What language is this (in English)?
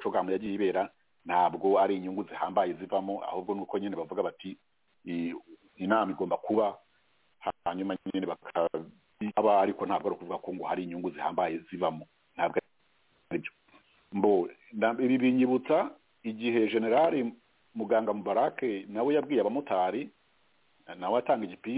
Kinyarwanda